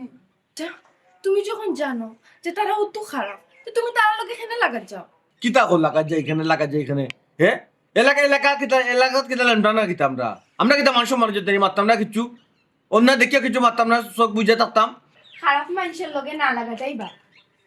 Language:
Sylheti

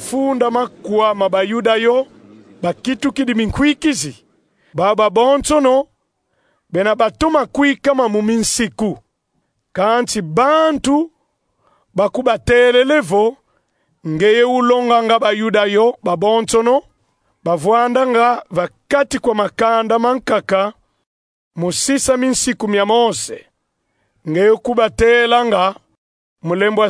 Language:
Kongo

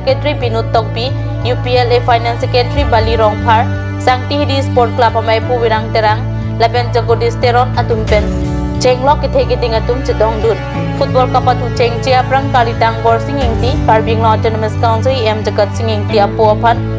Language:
Karbi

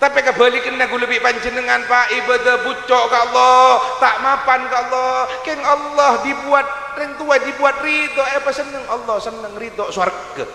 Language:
Madurese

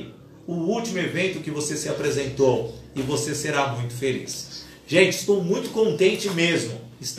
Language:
Portuguese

